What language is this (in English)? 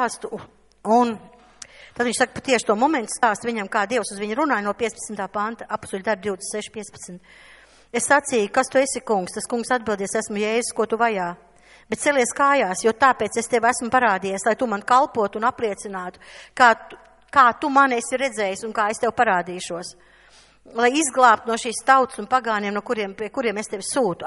Latvian